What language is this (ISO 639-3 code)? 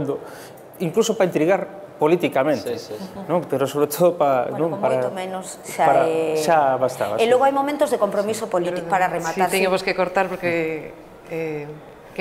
glg